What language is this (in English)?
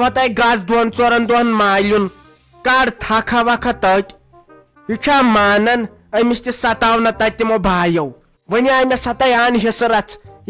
Kashmiri